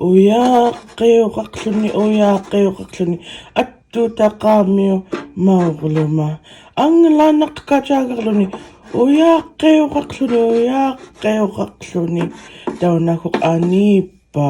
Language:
Central Yupik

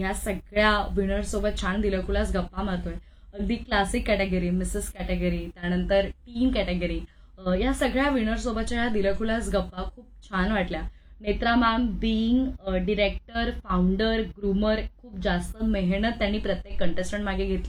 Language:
Marathi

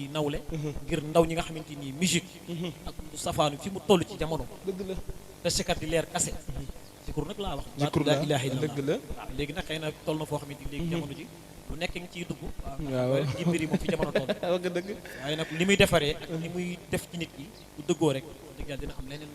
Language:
Wolof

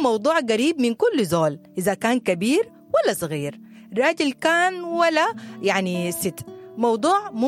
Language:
Sudanese Arabic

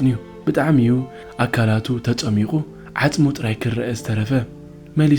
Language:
Tigrinya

